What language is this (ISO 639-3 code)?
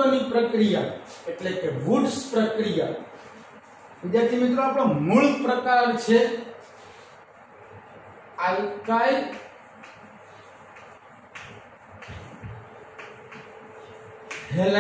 guj